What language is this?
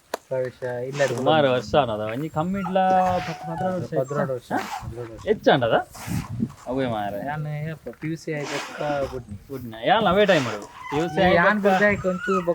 Tulu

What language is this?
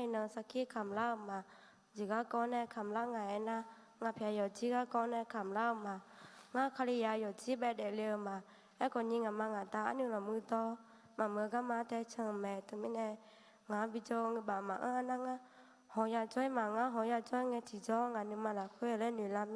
Akha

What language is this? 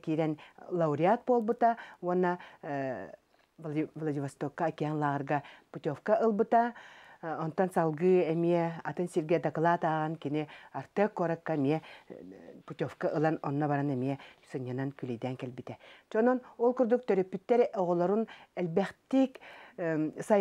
Yakut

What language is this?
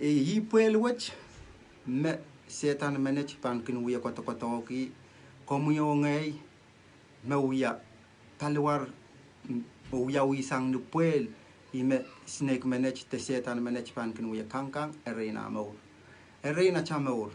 Pohnpeian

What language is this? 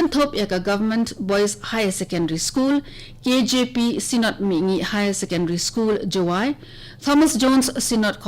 Khasi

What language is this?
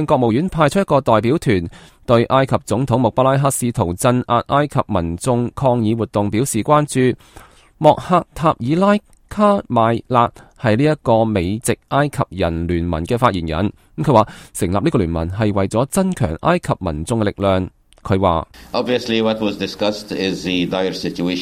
Cantonese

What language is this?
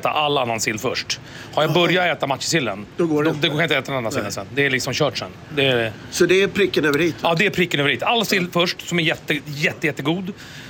Swedish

